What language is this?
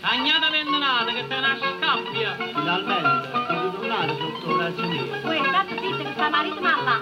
Neapolitan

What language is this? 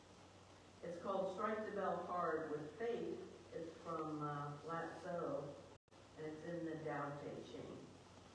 English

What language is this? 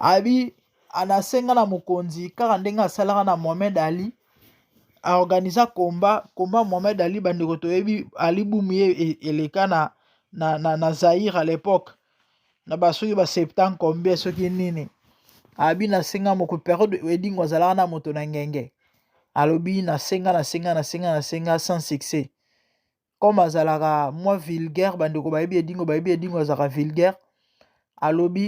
Lingala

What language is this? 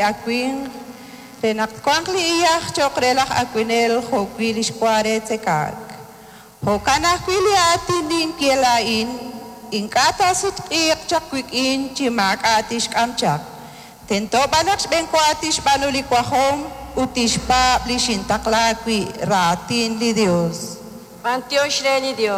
Kekchí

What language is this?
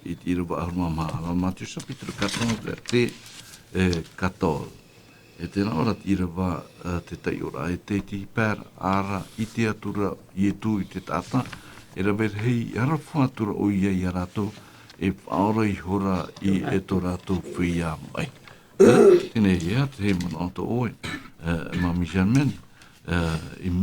Tahitian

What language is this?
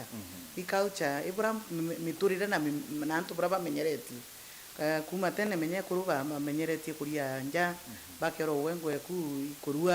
Meru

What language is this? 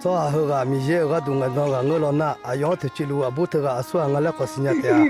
Akha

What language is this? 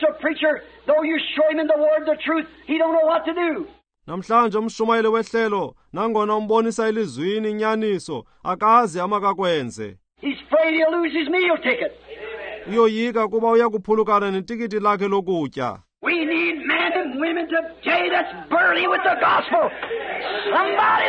Xhosa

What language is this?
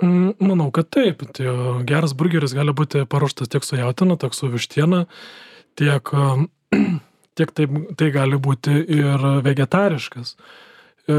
Lithuanian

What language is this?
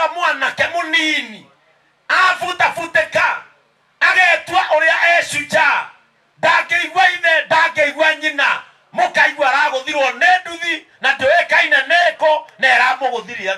Kikuyu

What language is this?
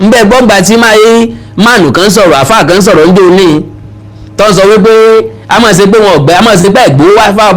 Yoruba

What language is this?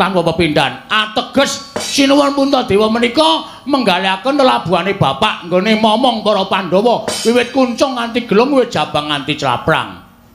Javanese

